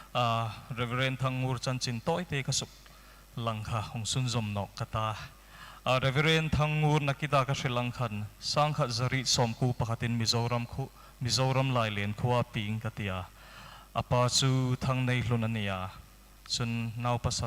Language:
Hmar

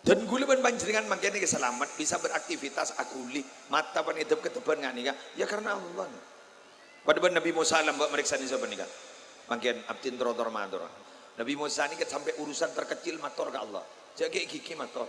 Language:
Madurese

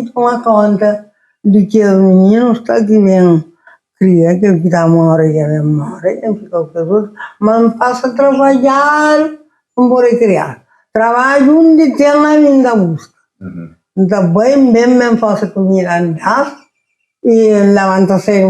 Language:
Kabuverdianu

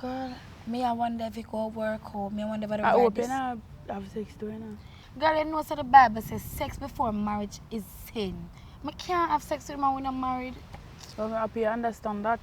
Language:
Jamaican Creole English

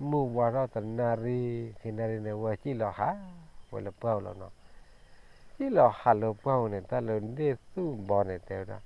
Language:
S'gaw Karen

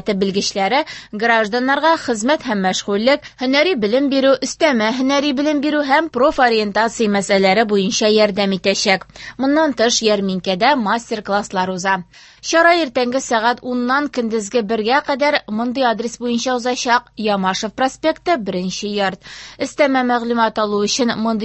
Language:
Tatar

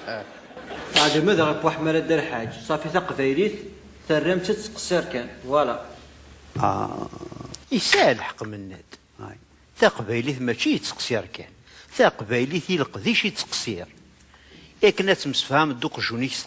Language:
Kabyle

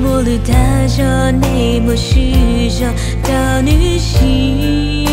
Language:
Hmong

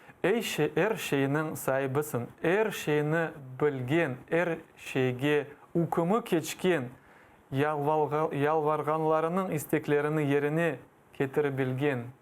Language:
Crimean Tatar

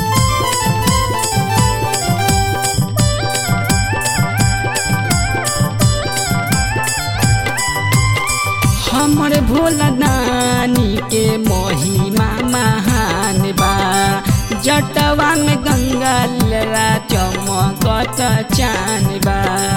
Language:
Bhojpuri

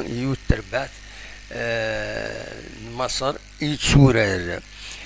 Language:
Kabyle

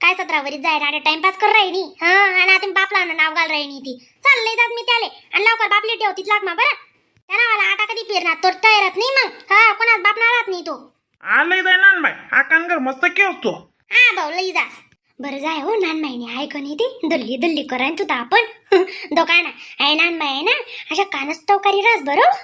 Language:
Khandesi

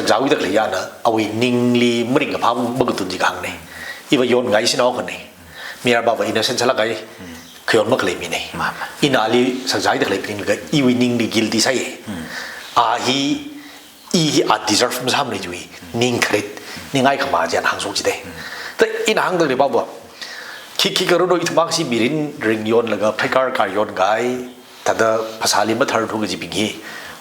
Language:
Tangkhul Naga (India)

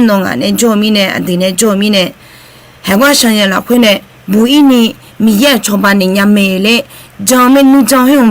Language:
Akha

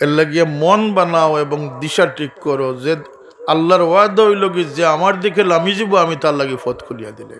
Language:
Sylheti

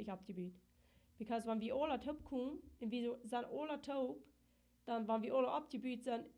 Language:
Plautdietsch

